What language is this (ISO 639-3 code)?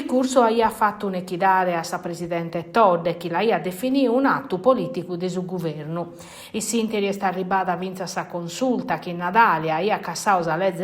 srd